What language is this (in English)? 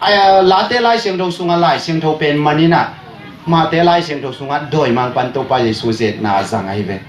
Tedim Chin